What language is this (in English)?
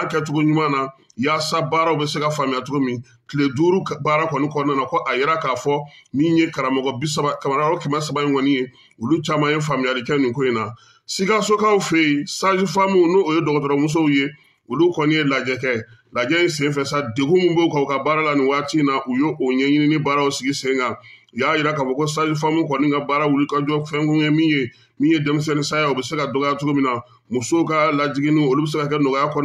Bambara